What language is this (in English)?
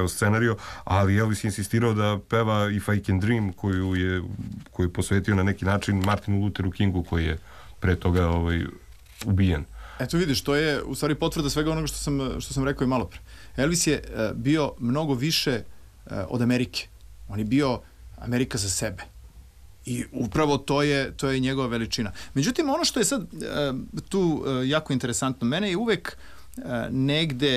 Serbian